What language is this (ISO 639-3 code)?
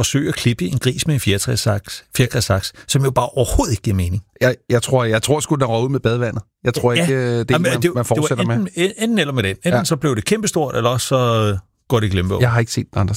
dan